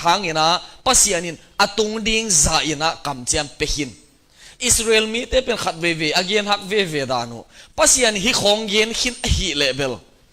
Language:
Tedim Chin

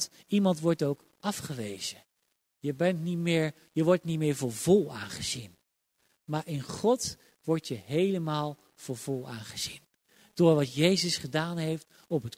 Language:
Dutch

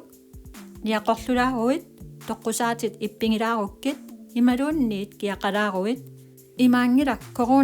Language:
Kalaallisut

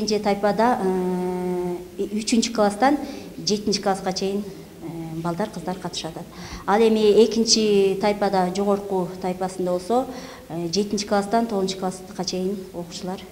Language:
Kyrgyz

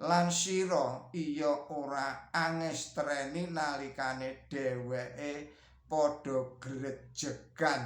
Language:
Javanese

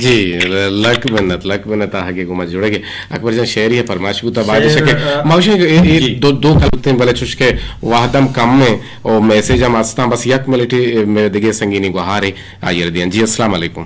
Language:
Eastern Balochi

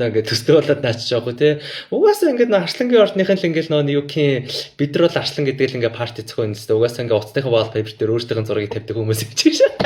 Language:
Mongolian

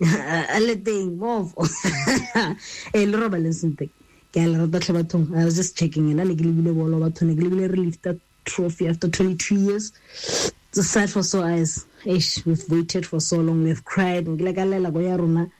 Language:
Tswana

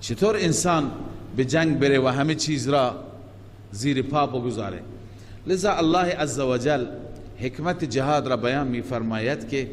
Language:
Persian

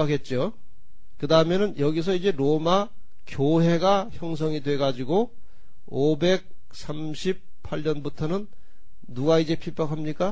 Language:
Korean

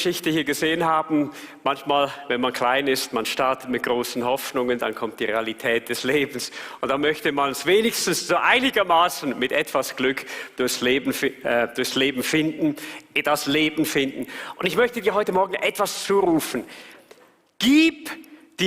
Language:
Swiss German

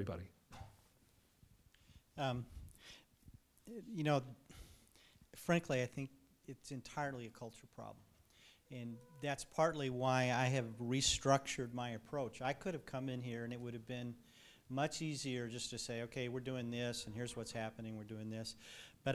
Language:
English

